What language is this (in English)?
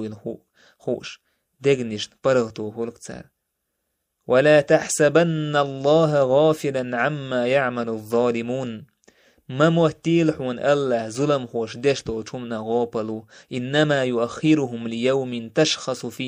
Chechen